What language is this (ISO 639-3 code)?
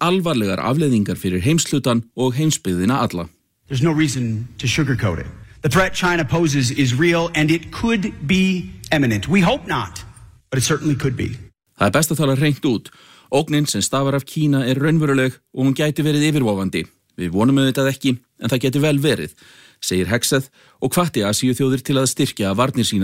isl